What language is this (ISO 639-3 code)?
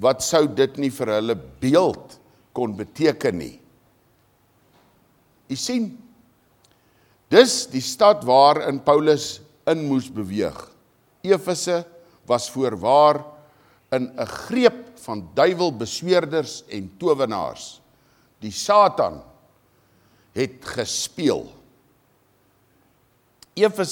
afr